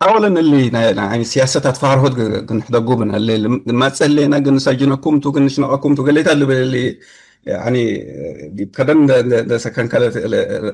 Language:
Tigre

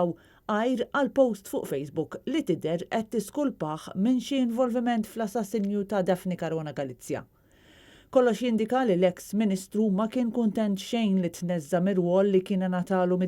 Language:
Maltese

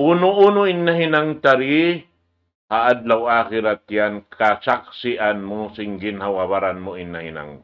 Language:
Tausug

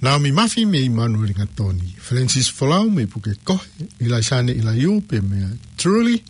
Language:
Tongan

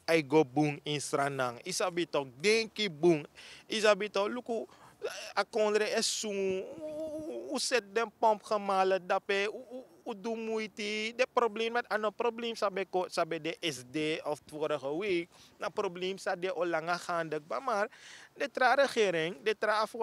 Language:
Sranan Tongo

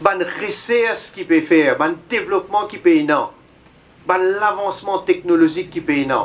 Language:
Morisyen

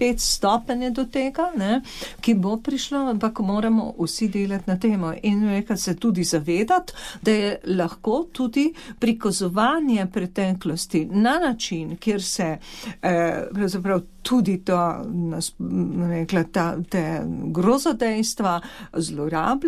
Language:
Slovenian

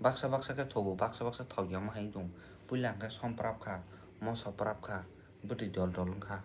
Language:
Kok Borok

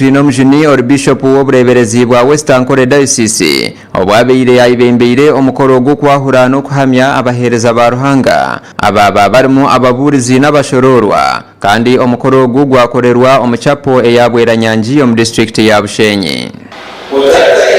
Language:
Nyankole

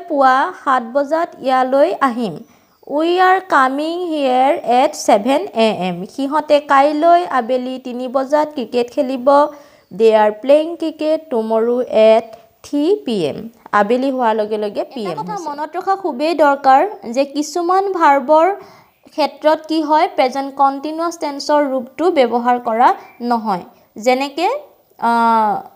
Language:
Assamese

